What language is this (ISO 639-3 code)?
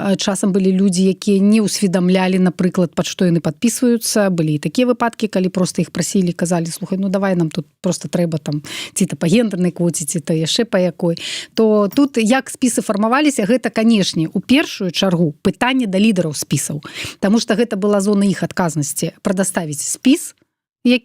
bel